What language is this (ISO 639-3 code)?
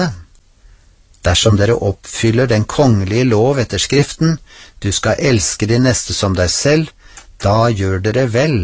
nor